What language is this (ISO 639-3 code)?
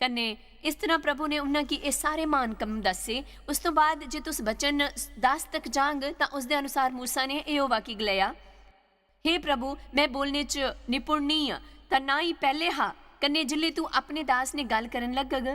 doi